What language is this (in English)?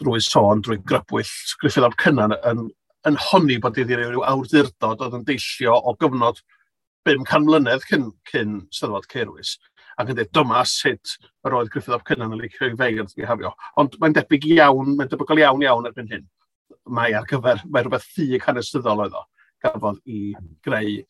Welsh